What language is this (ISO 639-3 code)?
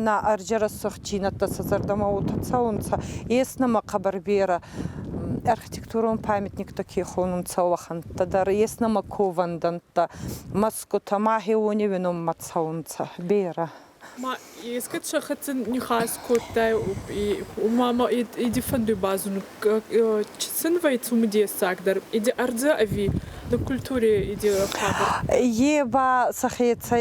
oss